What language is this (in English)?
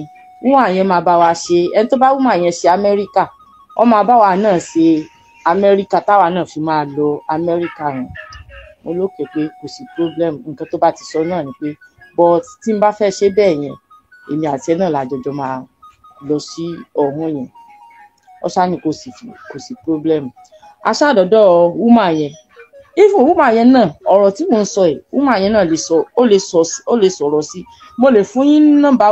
Yoruba